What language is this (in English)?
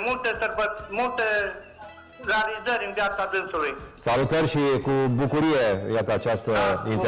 Romanian